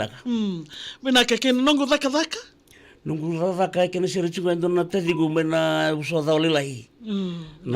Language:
Fijian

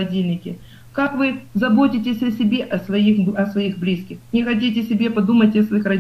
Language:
Russian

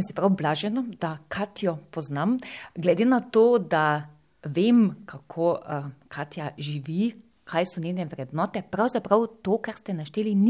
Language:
Slovenian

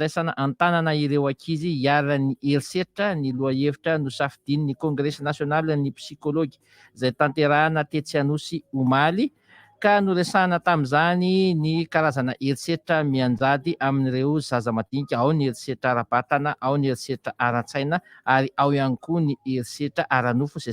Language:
Malagasy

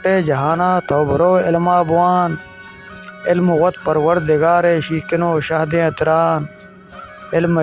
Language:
Baluchi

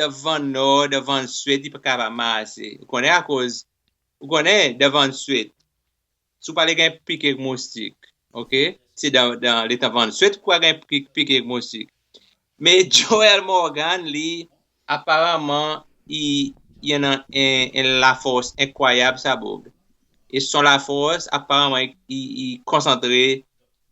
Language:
Seselwa Creole French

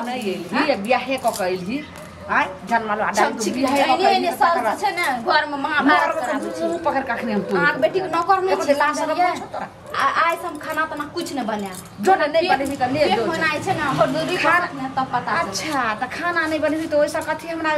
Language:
Maithili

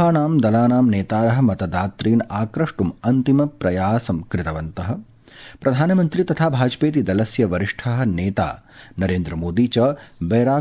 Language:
Sanskrit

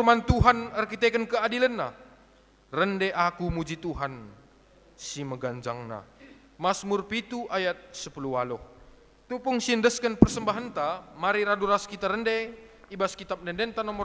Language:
Batak Karo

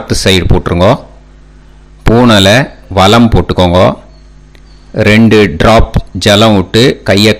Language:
Tamil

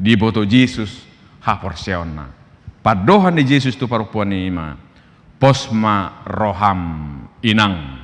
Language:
Batak Toba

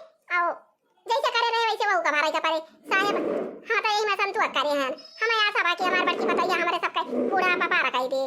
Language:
Awadhi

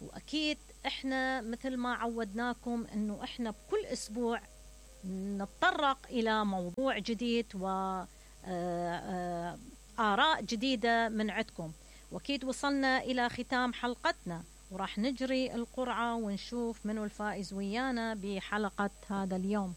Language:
Mesopotamian Arabic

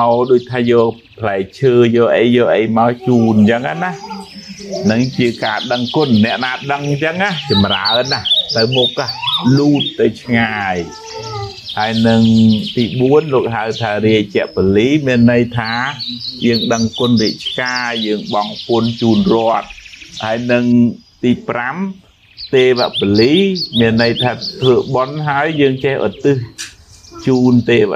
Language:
Khmer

